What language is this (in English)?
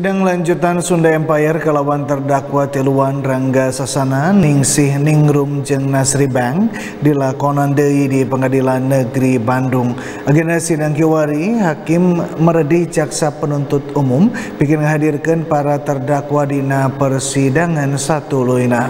Sundanese